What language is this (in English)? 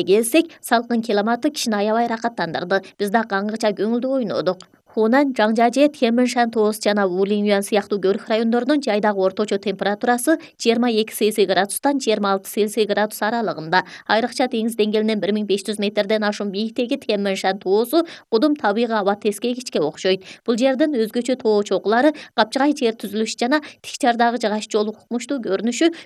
Kyrgyz